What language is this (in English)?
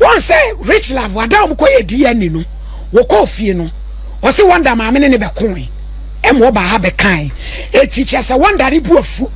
Akan